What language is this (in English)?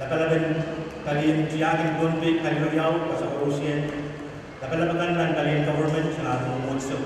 Pohnpeian